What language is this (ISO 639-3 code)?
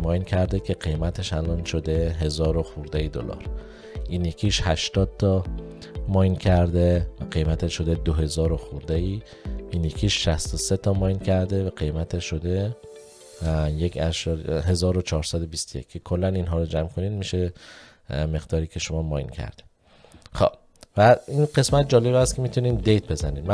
fas